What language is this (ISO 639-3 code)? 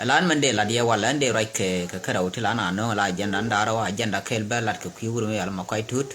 nus